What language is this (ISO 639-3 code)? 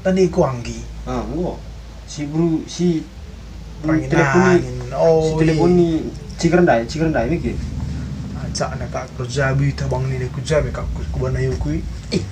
btx